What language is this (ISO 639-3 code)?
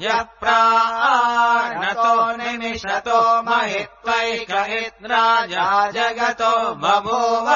san